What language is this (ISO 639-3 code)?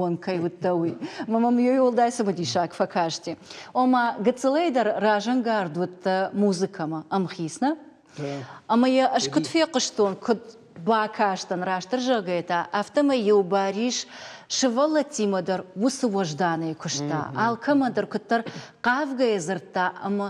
oss